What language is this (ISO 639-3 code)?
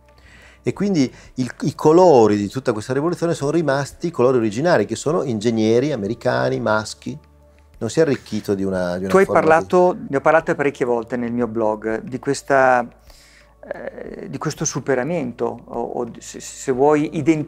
ita